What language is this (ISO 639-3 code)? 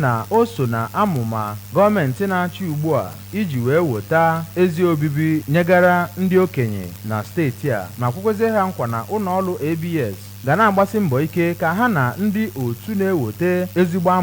ibo